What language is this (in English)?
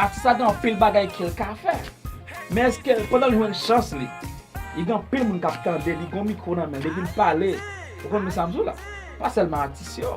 Haitian Creole